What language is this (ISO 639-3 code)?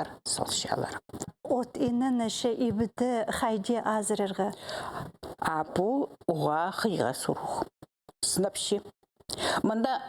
kjh